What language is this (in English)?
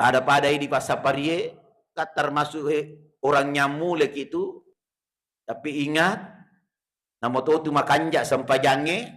Buginese